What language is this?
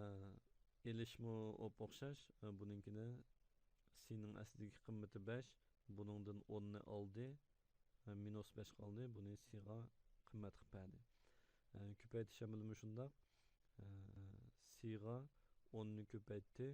Uyghur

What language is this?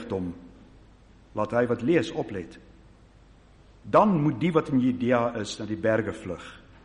Afrikaans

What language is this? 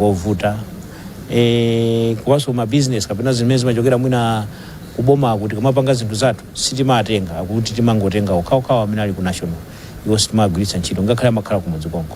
Nyanja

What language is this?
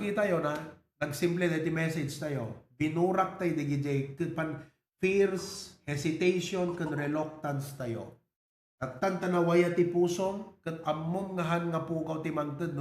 Iloko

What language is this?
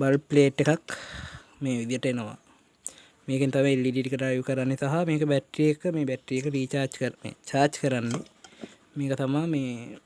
Sinhala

